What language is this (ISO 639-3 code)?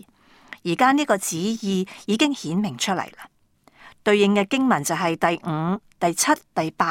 yue